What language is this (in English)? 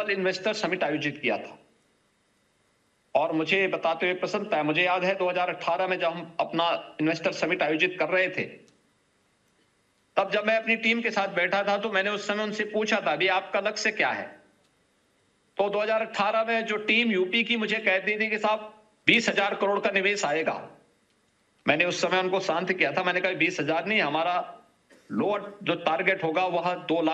Hindi